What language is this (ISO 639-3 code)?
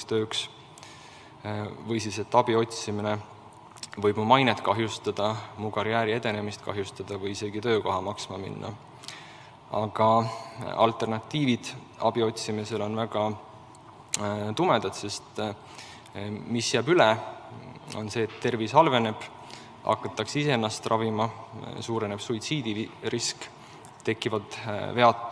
est